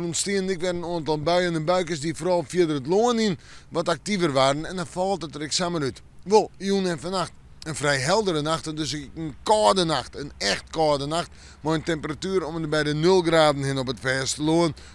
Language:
Western Frisian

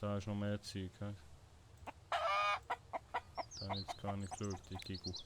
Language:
Swiss German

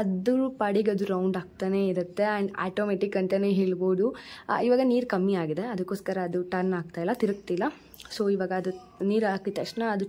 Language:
Kannada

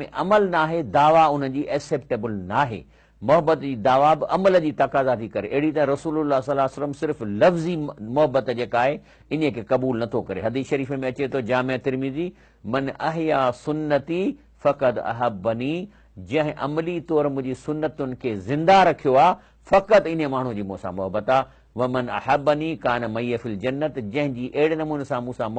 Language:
Sindhi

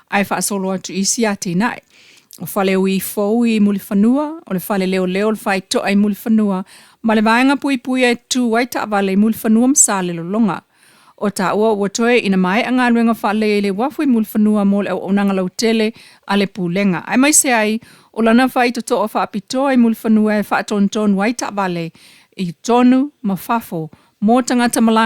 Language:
Samoan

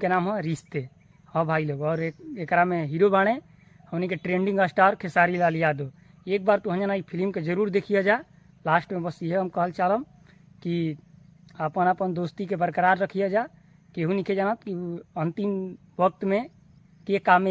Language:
Bhojpuri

